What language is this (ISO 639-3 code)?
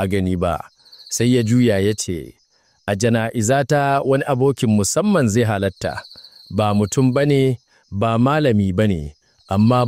hau